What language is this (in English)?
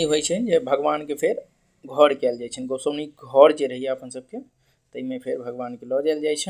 Maithili